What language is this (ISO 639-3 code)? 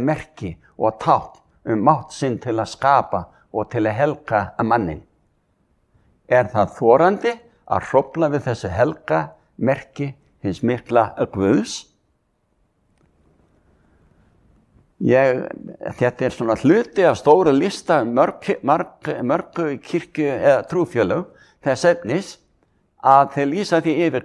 isl